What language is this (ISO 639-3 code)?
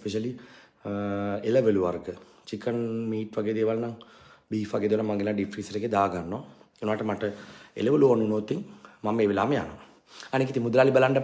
sin